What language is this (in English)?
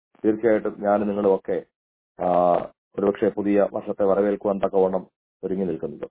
Malayalam